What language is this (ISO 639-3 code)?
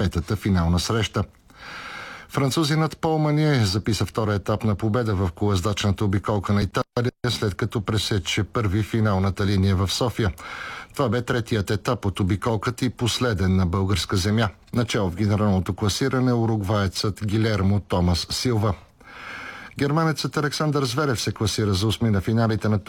bul